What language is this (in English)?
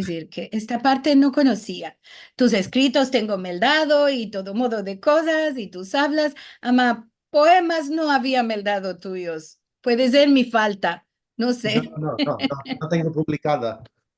Ladino